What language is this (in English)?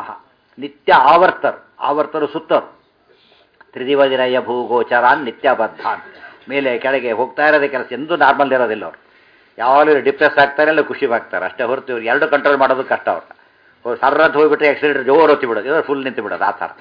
Kannada